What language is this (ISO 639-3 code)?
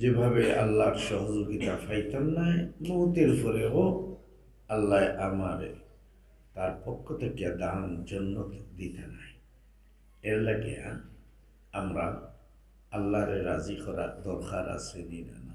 syl